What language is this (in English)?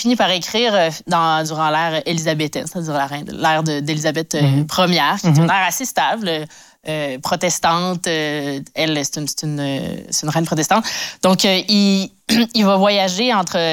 French